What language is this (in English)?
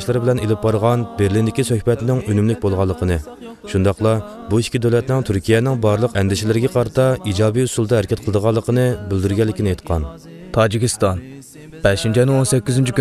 Uyghur